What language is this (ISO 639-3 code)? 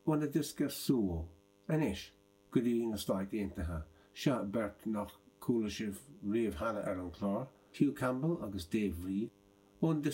gle